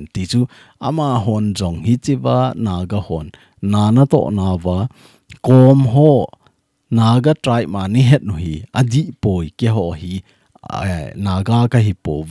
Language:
Thado Chin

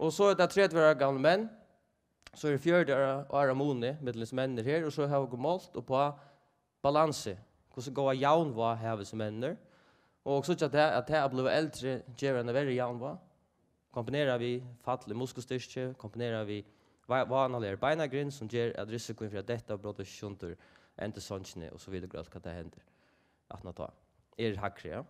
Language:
Faroese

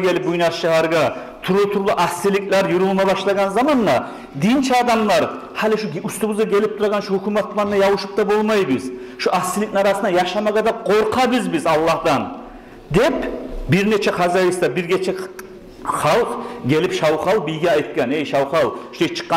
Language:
Kumyk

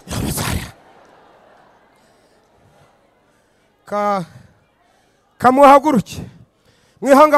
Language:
Kinyarwanda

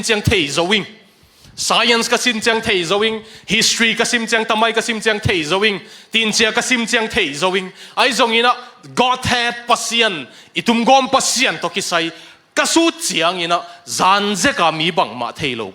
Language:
Tedim Chin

